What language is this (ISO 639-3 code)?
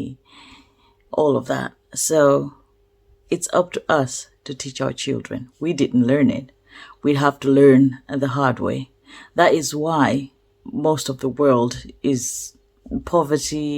eng